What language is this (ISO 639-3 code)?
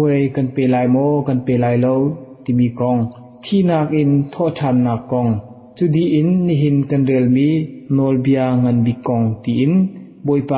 cnh